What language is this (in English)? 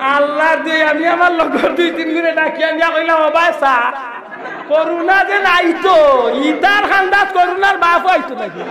Sylheti